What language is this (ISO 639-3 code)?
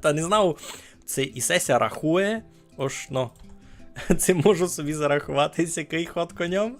rue